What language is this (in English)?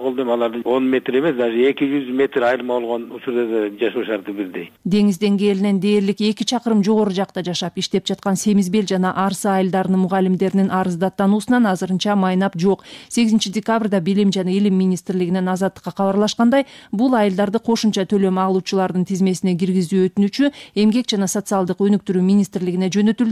Kyrgyz